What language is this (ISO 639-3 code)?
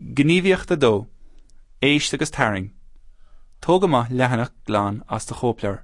gle